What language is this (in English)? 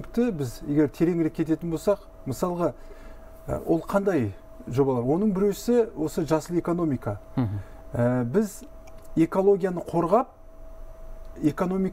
Kazakh